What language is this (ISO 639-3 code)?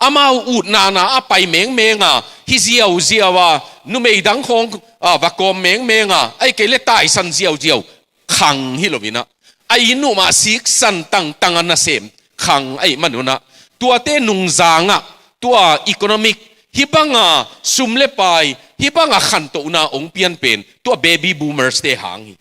ctd